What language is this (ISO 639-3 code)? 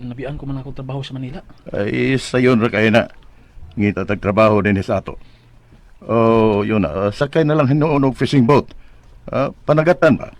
ceb